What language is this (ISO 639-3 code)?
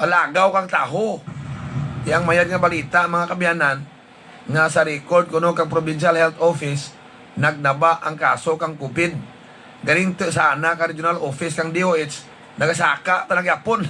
hil